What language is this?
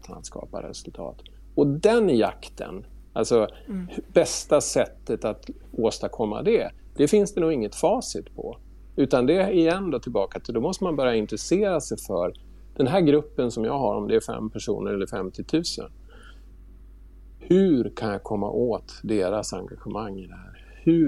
Swedish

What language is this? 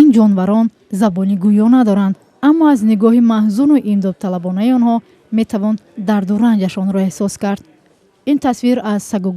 Tajik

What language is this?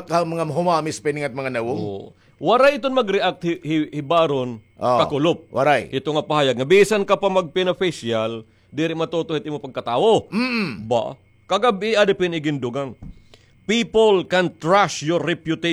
Waray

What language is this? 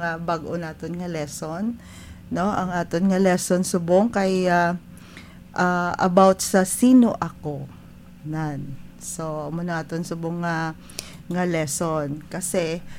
Hiligaynon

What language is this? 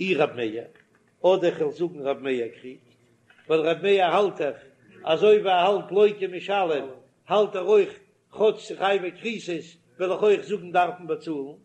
Yiddish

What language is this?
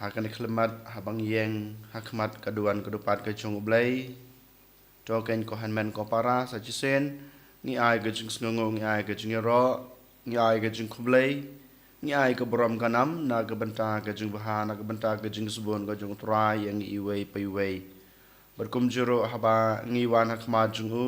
Khasi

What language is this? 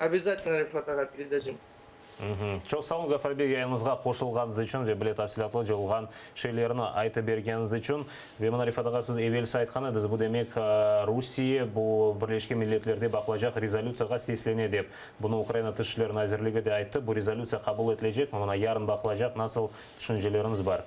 Crimean Tatar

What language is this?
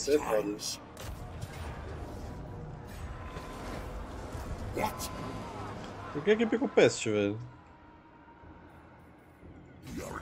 Portuguese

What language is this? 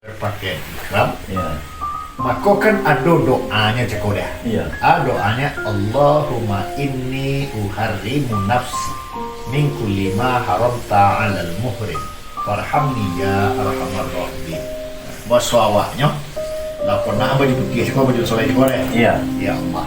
Minangkabau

